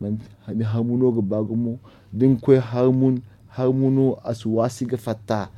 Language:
Zarma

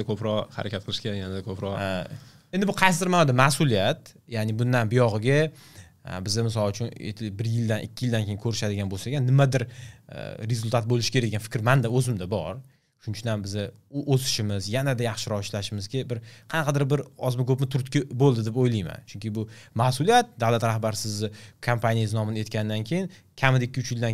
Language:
Uzbek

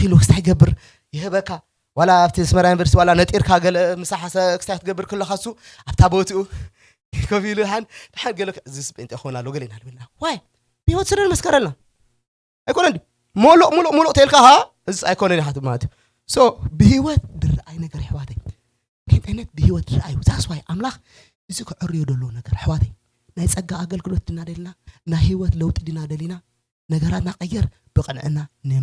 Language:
Tigrinya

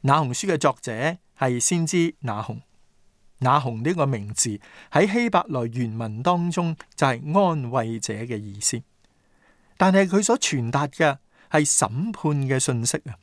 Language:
Cantonese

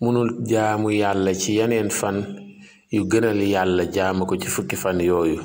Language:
Wolof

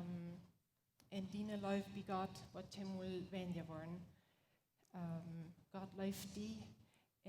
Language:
Plautdietsch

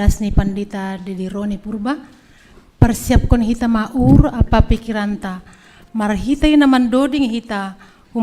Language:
Batak Simalungun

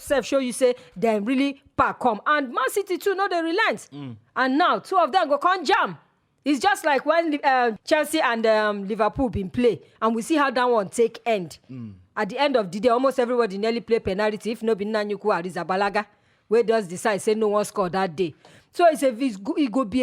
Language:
Nigerian Pidgin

